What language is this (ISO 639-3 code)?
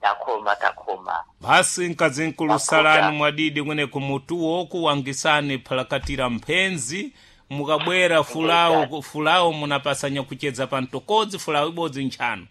seh